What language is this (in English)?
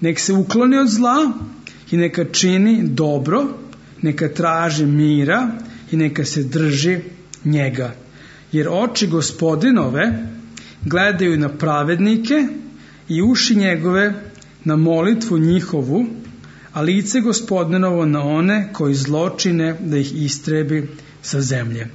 Serbian